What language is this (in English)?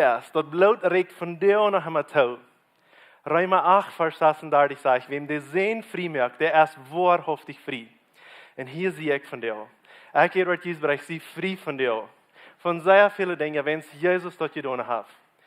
Plautdietsch